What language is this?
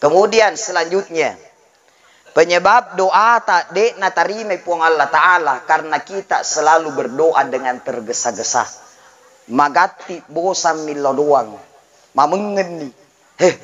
Buginese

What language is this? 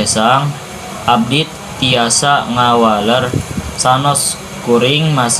Sundanese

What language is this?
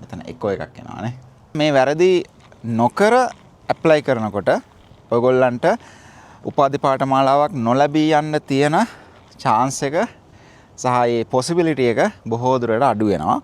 Sinhala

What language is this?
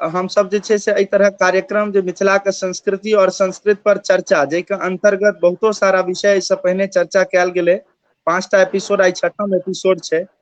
Maithili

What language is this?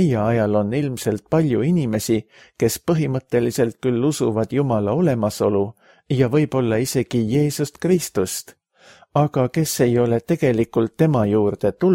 Estonian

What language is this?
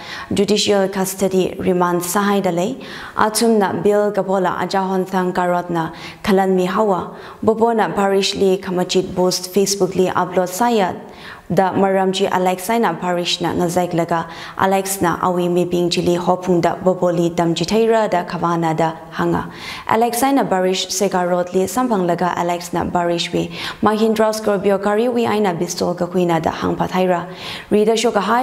Tangkhul Naga (India)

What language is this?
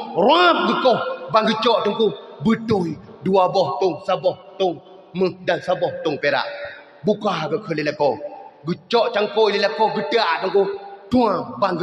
Achinese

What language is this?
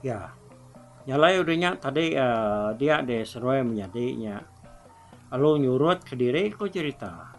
Iban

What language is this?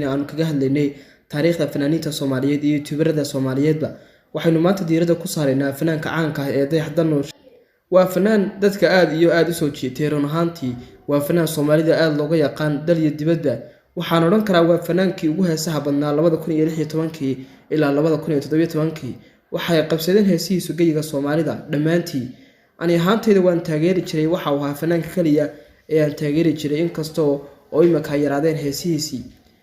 Somali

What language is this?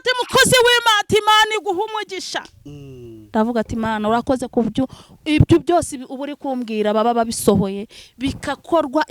Kinyarwanda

